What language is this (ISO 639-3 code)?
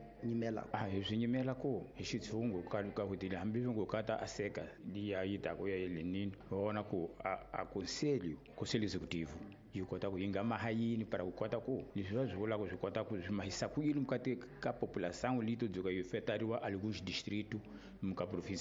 tso